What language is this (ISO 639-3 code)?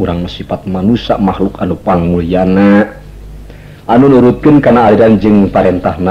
sun